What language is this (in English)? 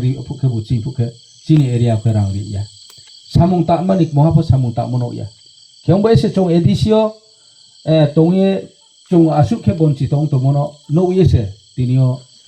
Kok Borok